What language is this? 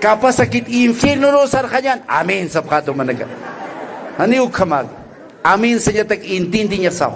Aymara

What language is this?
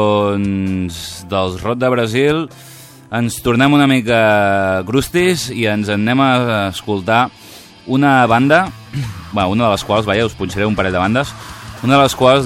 Catalan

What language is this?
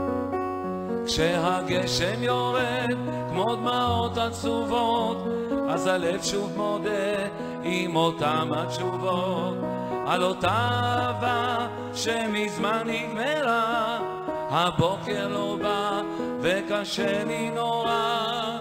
Hebrew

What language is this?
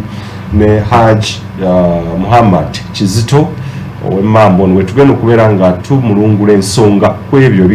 Ganda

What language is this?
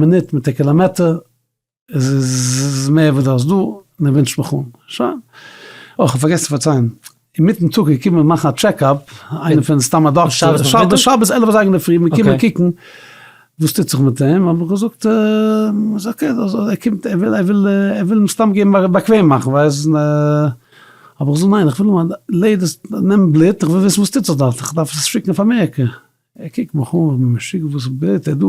Yiddish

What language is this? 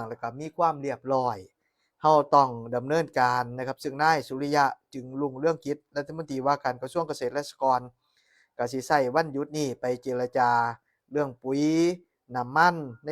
Northeastern Thai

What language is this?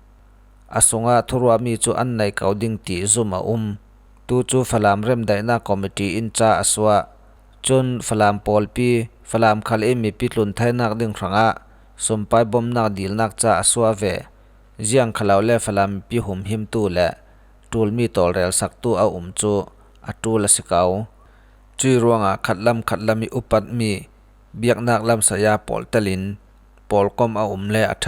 Falam Chin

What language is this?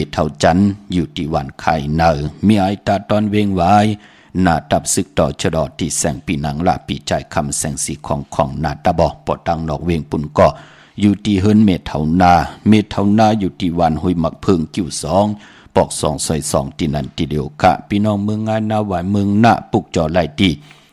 Shan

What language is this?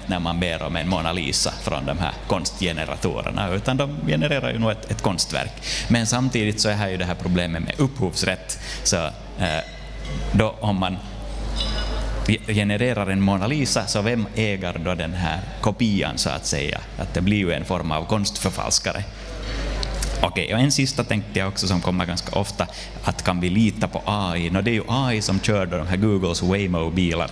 Swedish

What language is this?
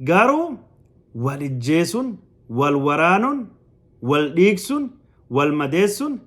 Oromo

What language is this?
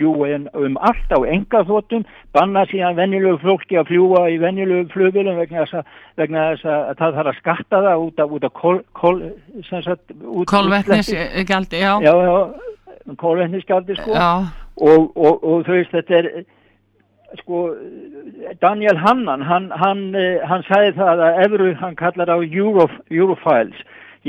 Icelandic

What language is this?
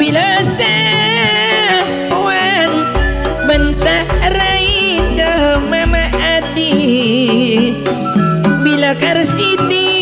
Madurese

